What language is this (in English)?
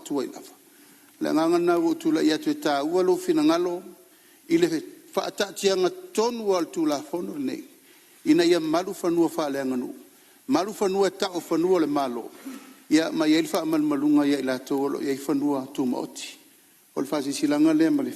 Samoan